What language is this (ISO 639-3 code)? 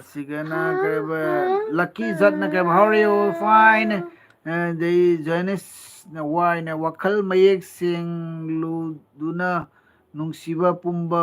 mni